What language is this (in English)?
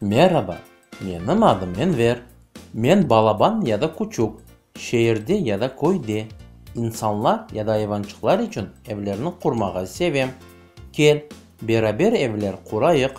Crimean Tatar